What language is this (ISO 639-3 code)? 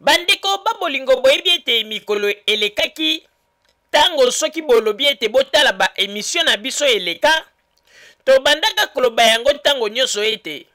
lin